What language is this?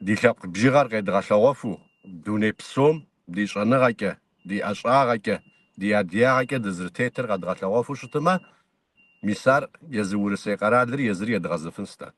Kabardian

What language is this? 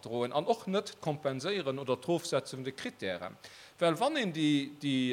Luxembourgish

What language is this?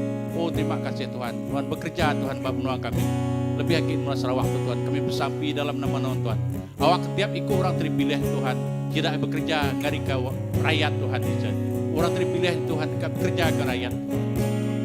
Iban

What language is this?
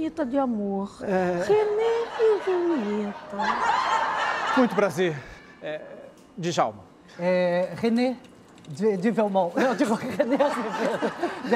Portuguese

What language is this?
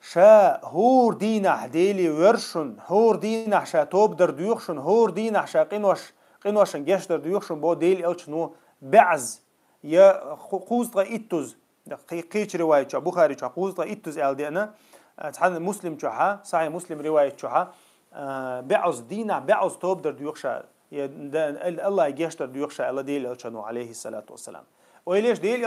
Chechen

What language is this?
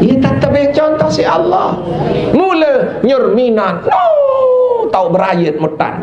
Sasak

